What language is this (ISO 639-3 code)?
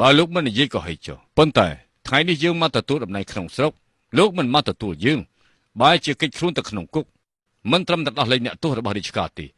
khm